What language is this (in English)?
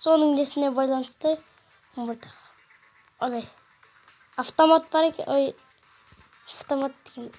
Kazakh